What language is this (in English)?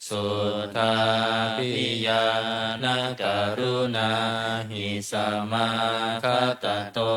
Pali